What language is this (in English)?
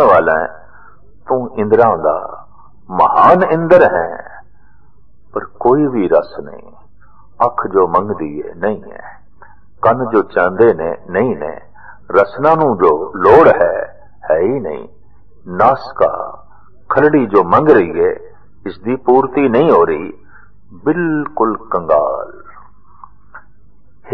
Punjabi